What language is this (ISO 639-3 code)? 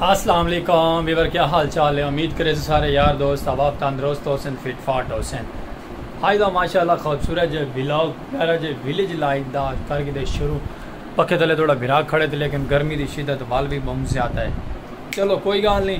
skr